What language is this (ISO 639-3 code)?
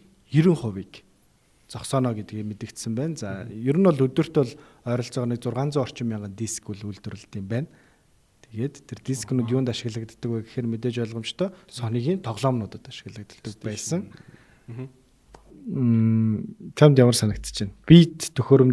mon